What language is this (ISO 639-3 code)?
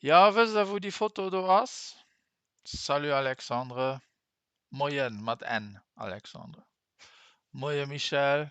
ltz